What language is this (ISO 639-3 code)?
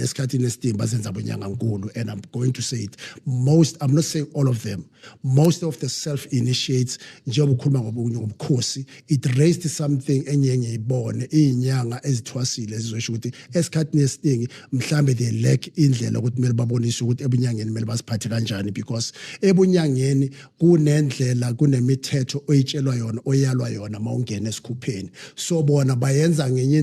zul